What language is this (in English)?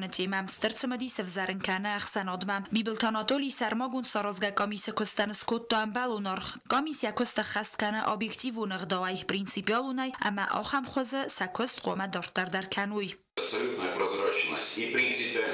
Ossetic